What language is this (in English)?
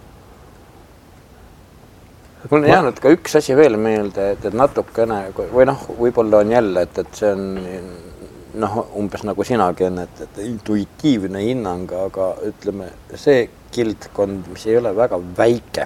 Estonian